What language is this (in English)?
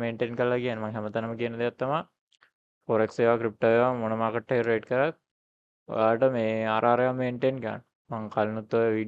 Sinhala